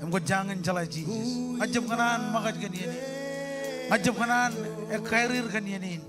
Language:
Marshallese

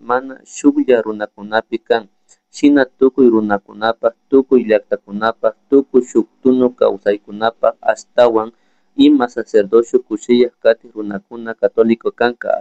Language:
Chimborazo Highland Quichua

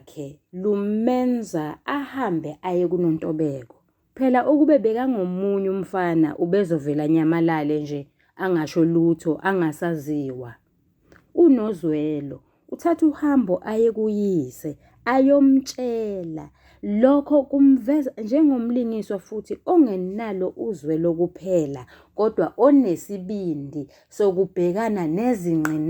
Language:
Zulu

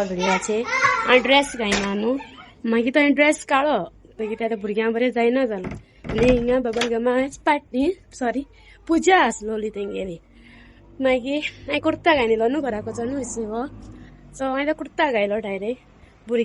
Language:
Konkani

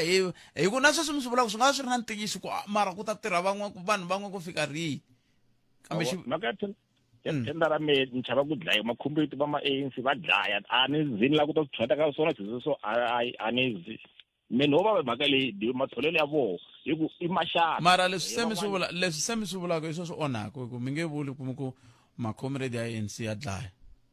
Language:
Tsonga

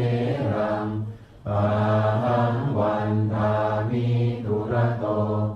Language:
Pali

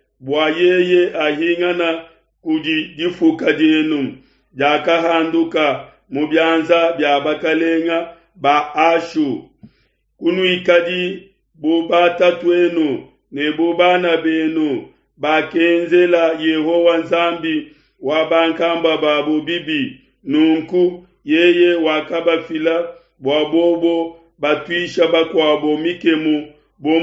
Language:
Luba-Lulua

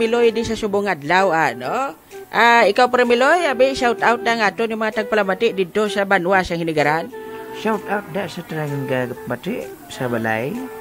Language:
Hiligaynon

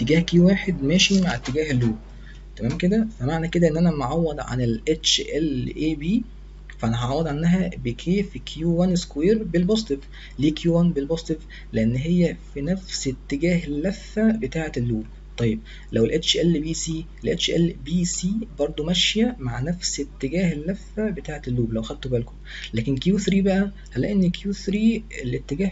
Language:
Egyptian Arabic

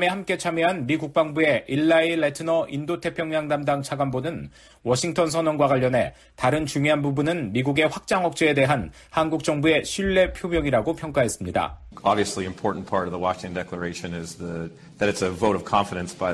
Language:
Korean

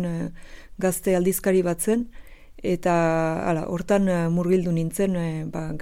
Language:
Basque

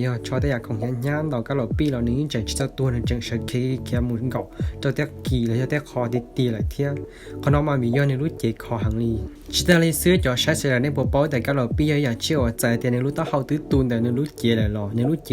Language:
Hmong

